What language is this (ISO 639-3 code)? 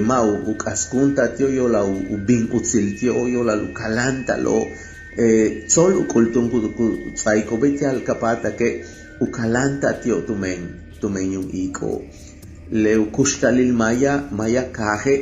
yua